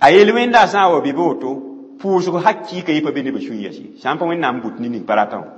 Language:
Mossi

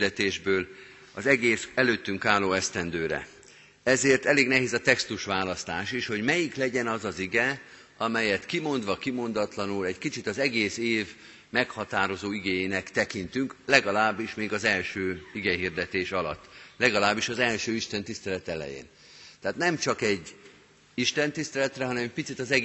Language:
Hungarian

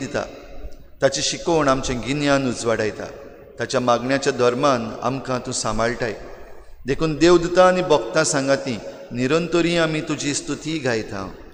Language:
Konkani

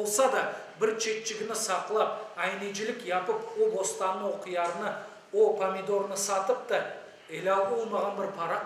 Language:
Crimean Tatar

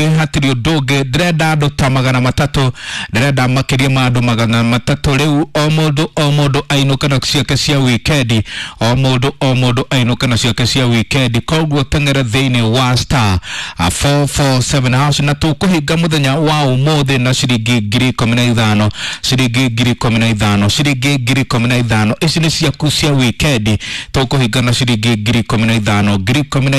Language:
Kikuyu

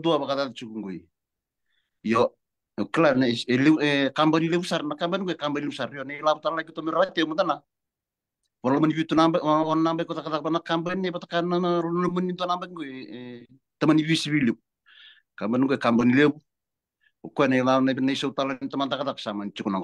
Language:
Fijian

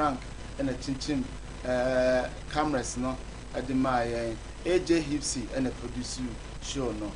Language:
Akan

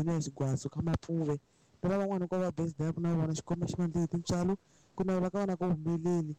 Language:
Tsonga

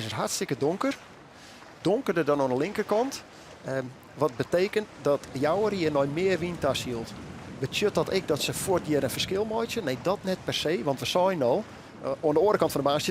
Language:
Western Frisian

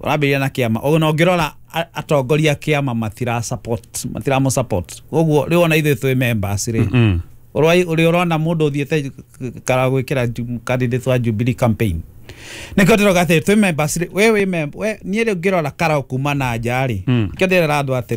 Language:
Kikuyu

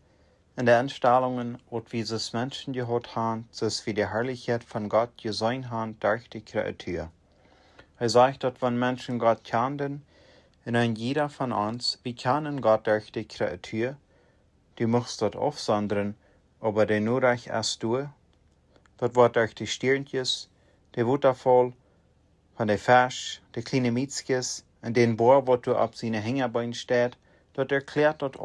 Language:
Plautdietsch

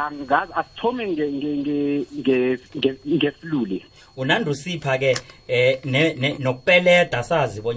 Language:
South Ndebele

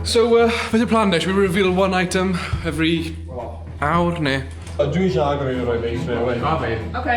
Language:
Welsh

